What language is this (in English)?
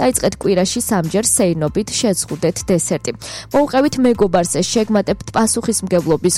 Georgian